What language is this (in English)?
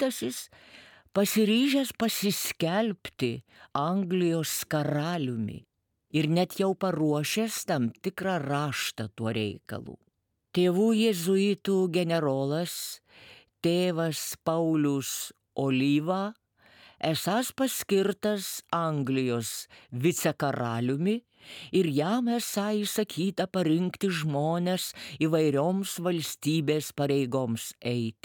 Lithuanian